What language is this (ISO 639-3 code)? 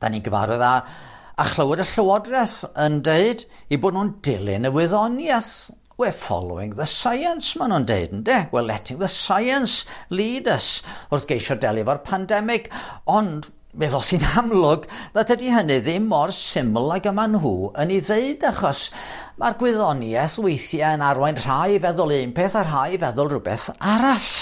cym